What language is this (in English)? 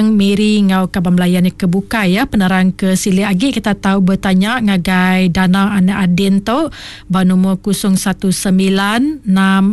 Iban